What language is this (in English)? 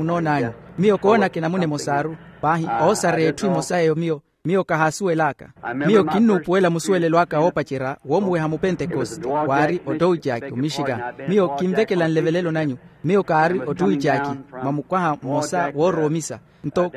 Makhuwa